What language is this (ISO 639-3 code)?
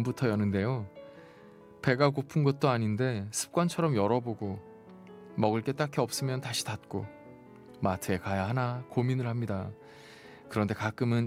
kor